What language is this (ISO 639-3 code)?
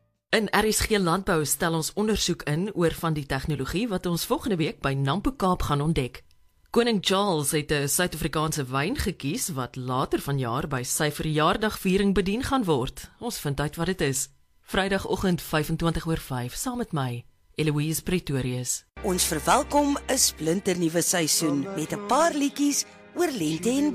afr